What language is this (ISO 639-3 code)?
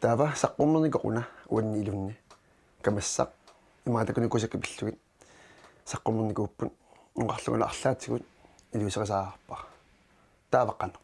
kal